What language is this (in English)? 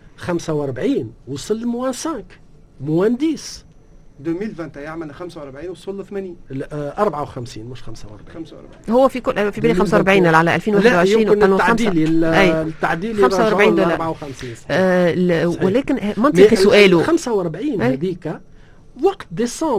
Tunisian Arabic